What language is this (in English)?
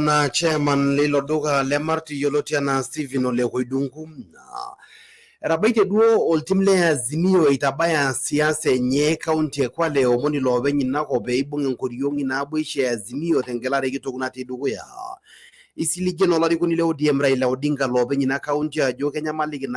Masai